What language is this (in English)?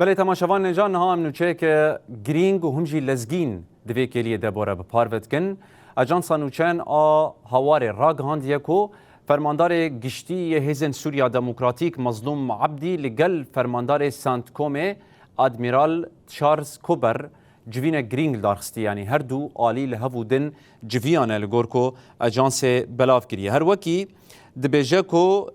Kurdish